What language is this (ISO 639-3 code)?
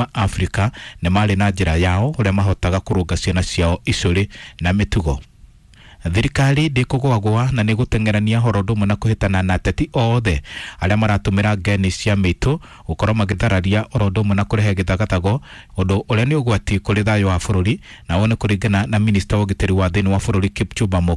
kik